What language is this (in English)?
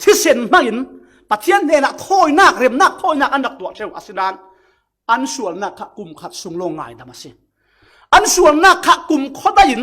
Falam Chin